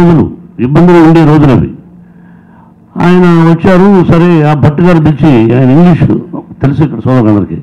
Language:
Telugu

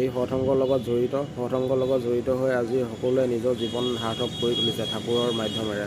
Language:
Assamese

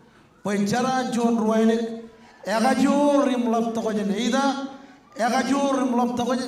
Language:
Marshallese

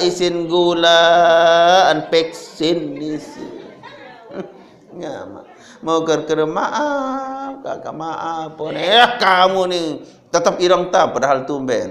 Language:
Sasak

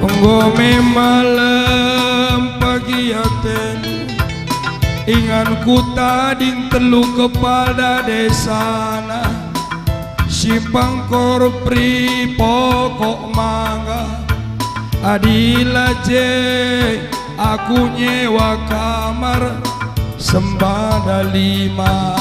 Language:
Batak Karo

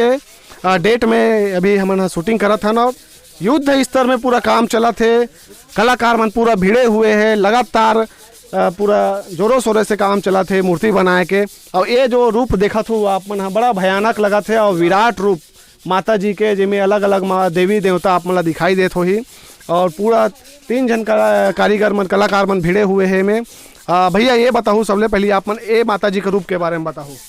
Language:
Chhattisgarhi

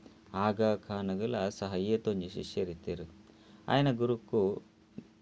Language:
Tulu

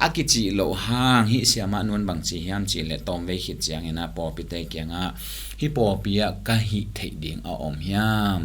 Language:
Tedim Chin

